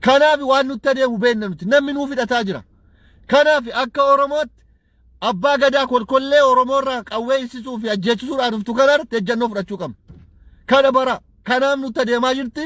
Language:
Oromo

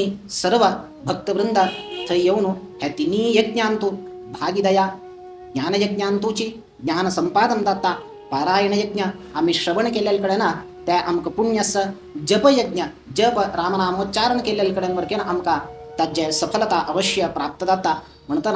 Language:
Konkani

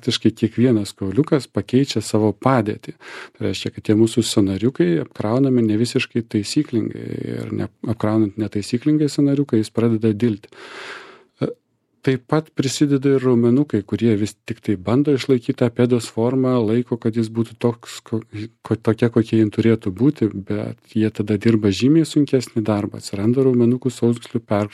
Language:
Lithuanian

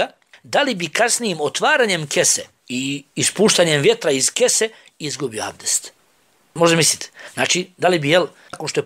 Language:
Bosnian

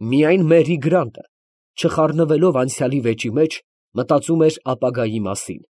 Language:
Armenian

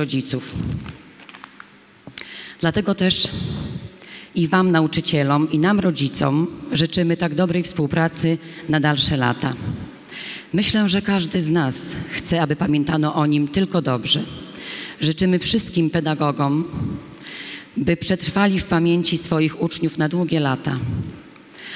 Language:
Polish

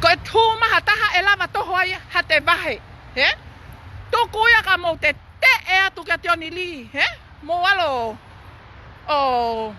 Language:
Tongan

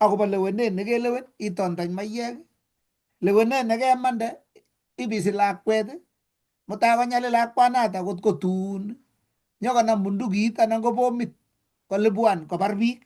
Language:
Kalenjin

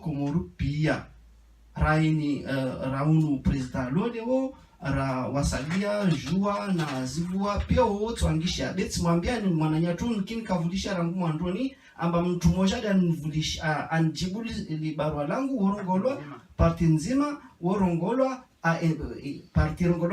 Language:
Ngazidja Comorian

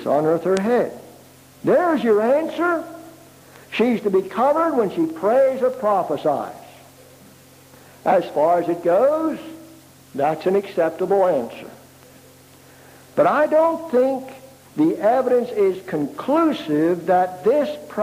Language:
English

